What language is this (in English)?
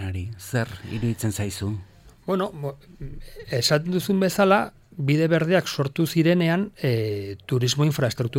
Basque